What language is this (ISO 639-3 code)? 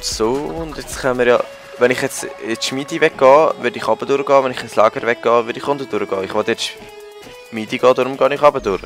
gsw